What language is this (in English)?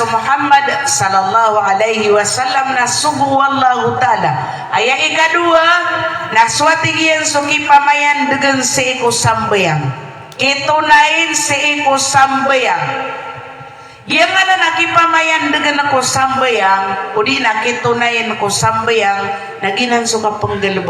Maranao